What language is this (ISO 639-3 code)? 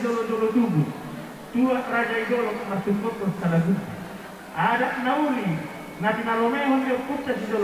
bbc